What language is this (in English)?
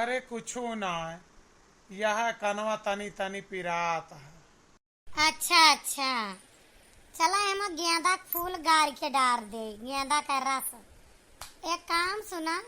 Awadhi